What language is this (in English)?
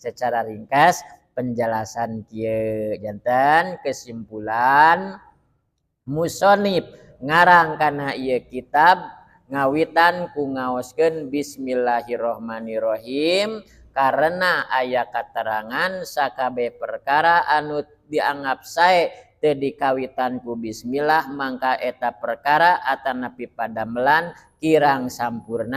Sundanese